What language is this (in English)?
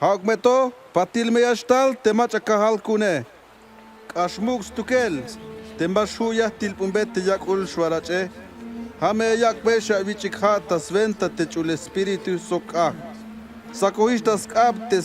Tzeltal